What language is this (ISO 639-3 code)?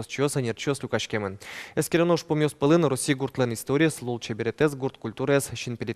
udm